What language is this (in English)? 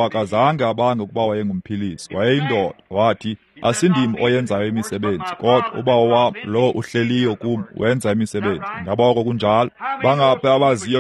Xhosa